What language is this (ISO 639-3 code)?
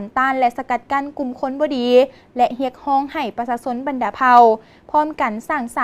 lao